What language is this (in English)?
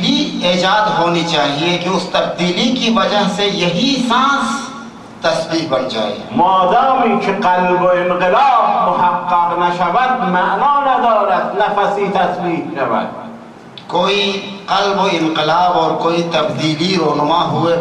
Urdu